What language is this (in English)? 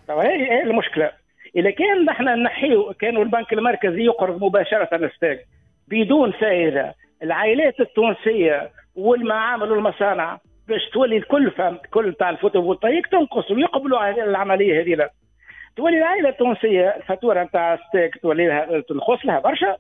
Tunisian Arabic